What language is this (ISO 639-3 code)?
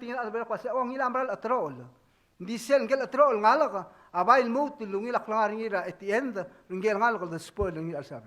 pau